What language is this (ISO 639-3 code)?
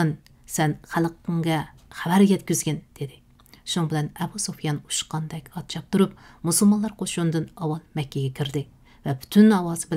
uig